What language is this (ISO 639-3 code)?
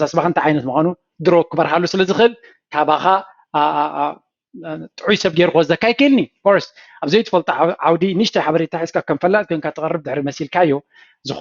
tir